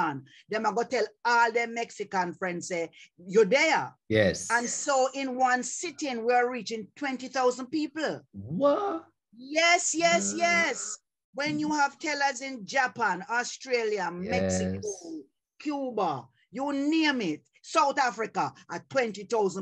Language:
Jamaican Creole English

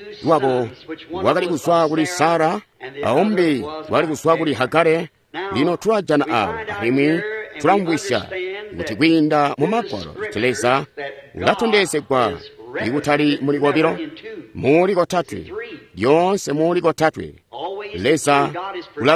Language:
Tonga (Zambia)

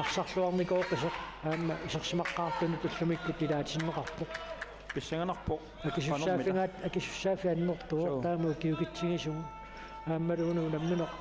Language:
Kalaallisut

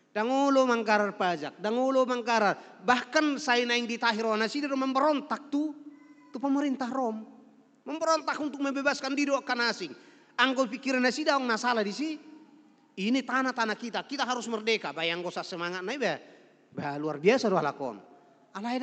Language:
Batak Toba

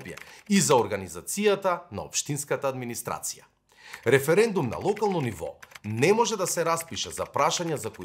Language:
Macedonian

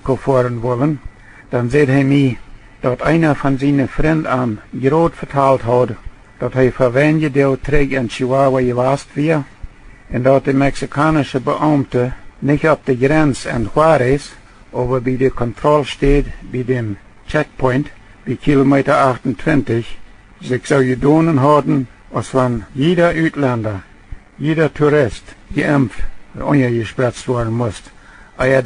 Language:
Plautdietsch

